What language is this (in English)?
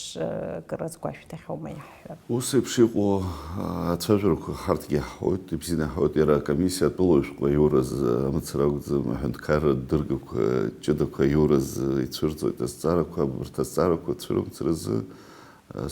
Abkhazian